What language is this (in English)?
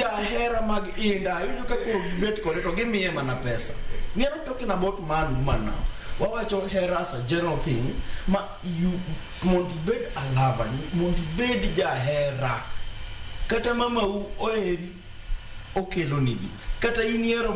Luo (Kenya and Tanzania)